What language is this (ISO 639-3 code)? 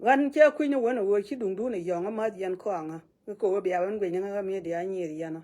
nus